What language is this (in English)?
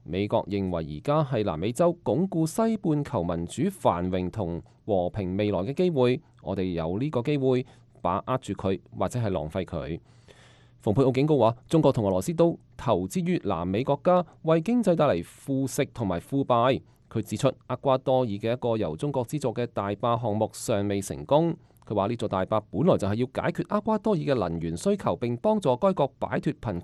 Cantonese